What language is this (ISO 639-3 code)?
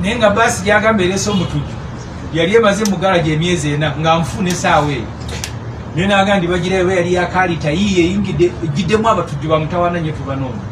lug